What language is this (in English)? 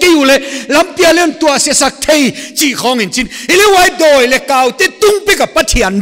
Paite Chin